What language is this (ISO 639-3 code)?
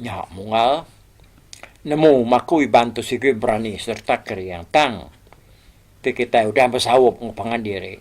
iba